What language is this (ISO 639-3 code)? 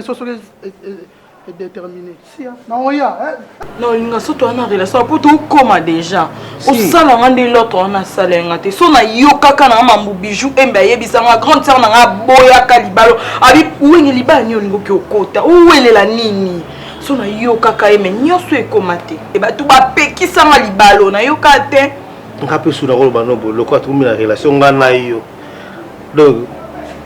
lin